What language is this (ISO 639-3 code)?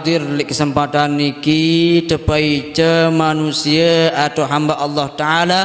sas